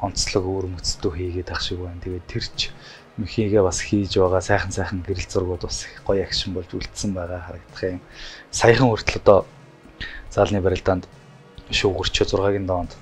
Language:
Mongolian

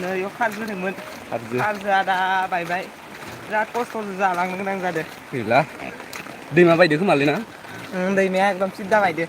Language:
Bodo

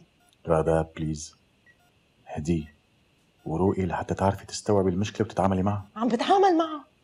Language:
North Levantine Arabic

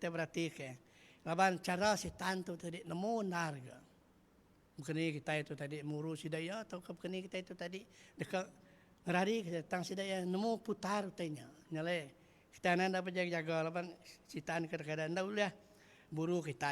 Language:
Iban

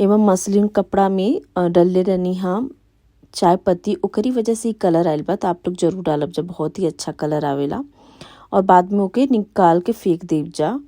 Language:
Bhojpuri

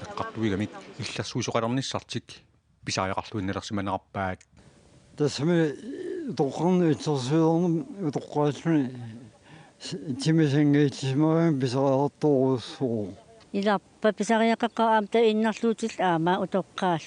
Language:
Kalaallisut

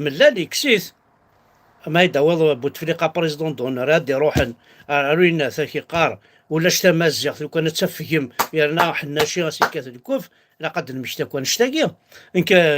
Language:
Kabyle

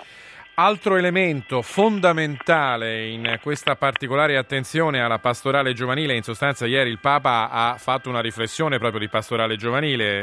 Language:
Italian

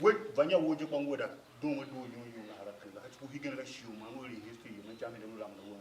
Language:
Tiv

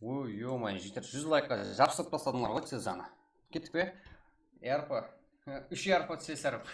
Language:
Kara-Kalpak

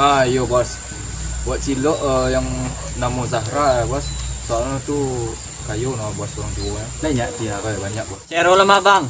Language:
Minangkabau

